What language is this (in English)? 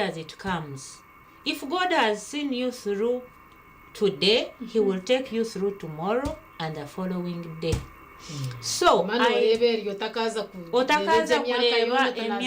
Nyankole